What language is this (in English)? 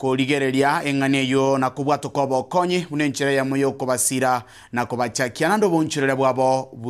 Gusii